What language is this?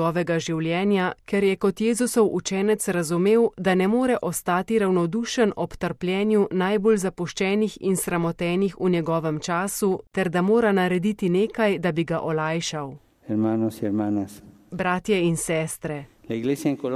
Slovenian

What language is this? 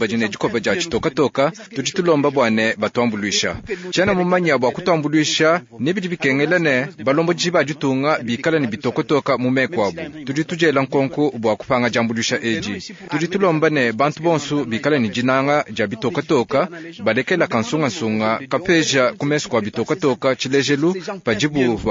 Luba-Lulua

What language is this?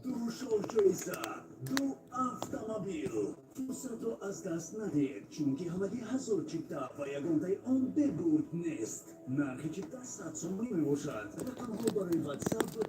Tajik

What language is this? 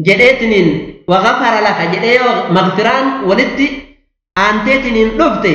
Oromo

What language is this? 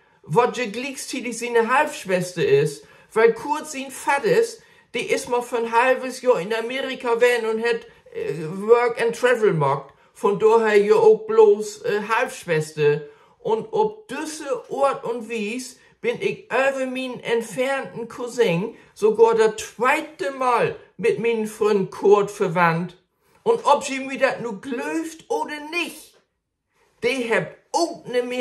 Low German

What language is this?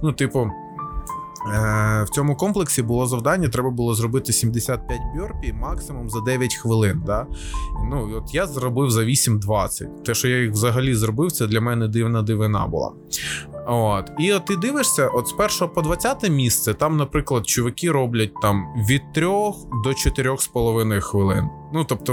Ukrainian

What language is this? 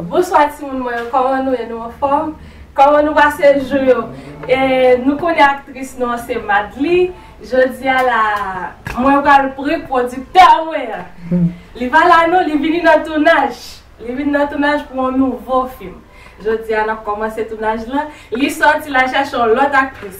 Haitian Creole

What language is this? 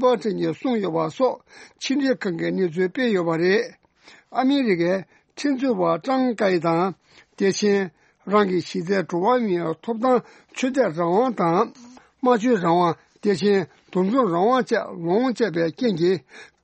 Tibetan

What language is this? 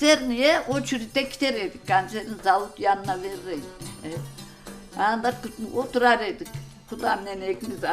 Crimean Tatar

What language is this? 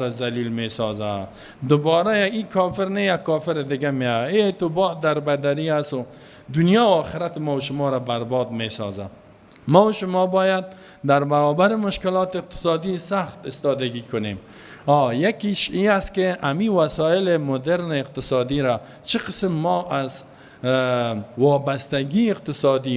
Persian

